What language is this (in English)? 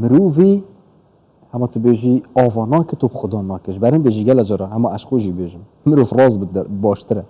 Kurdish